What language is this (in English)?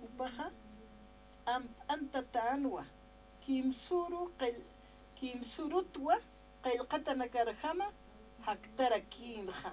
Aymara